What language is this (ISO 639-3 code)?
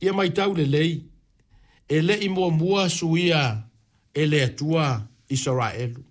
smo